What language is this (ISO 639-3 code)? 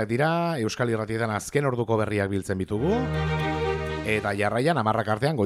eus